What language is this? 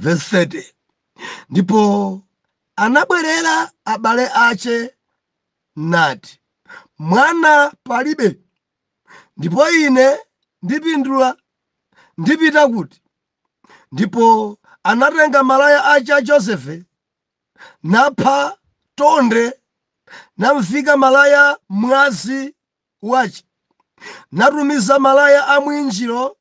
Nyanja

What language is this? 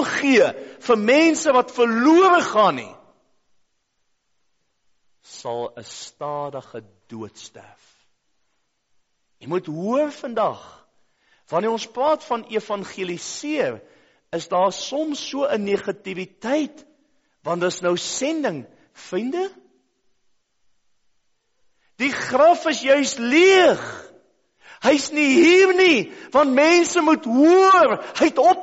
Afrikaans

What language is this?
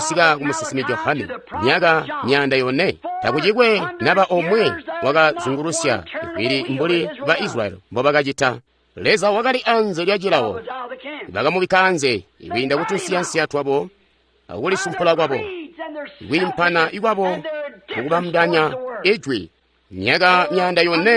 Tonga (Zambia)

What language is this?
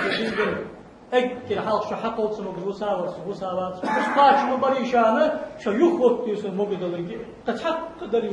Ingush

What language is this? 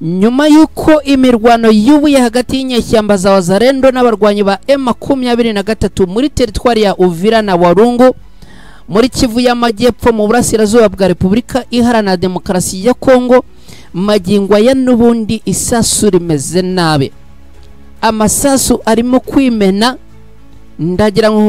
Kinyarwanda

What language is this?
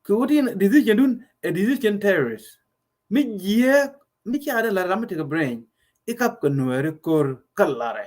Nuer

